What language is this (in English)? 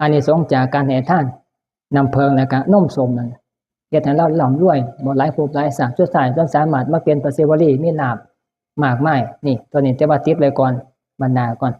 Northeastern Thai